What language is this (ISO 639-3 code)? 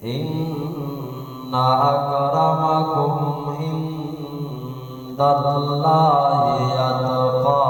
bal